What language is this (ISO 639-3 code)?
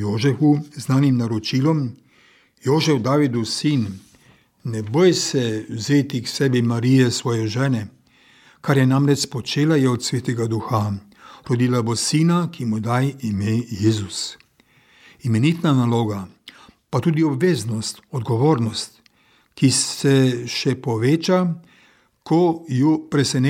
slv